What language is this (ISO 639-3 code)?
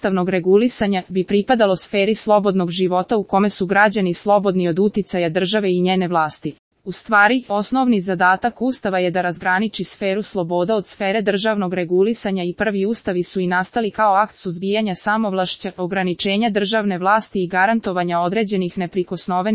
srp